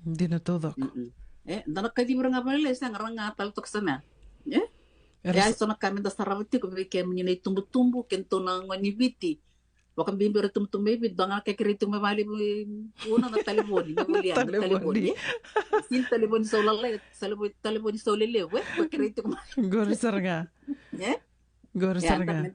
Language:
Fijian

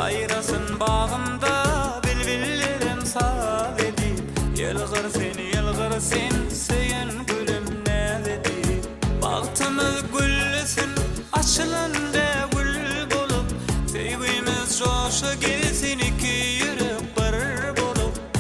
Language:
Turkmen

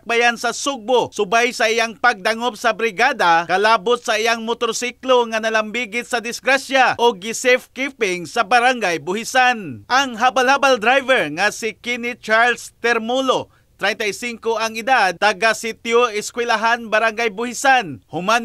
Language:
Cebuano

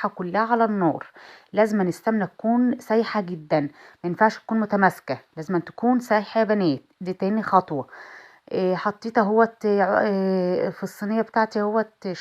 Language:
Egyptian Arabic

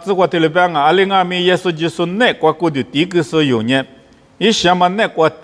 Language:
Lisu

